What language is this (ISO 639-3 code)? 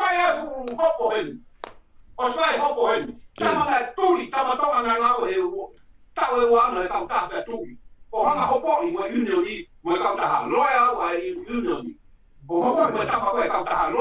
ton